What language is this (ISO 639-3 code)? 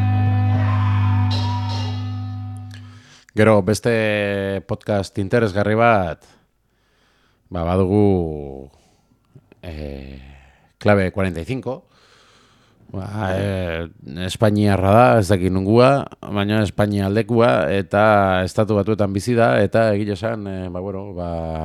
eus